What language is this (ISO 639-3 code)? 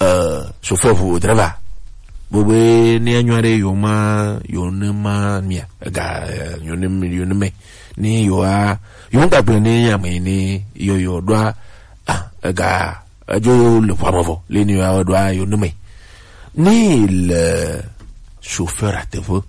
gej